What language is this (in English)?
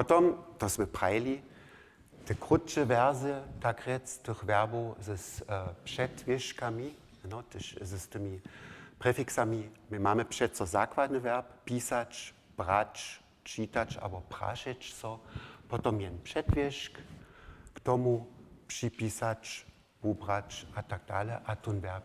Upper Sorbian